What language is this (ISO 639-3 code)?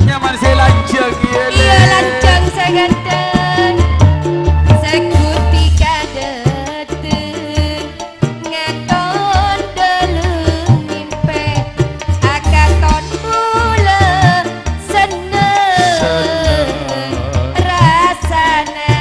mad